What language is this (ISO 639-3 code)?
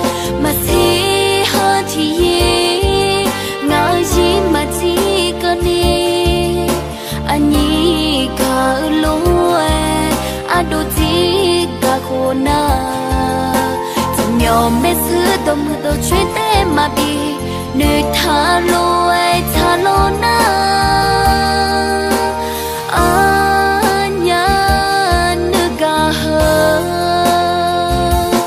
vie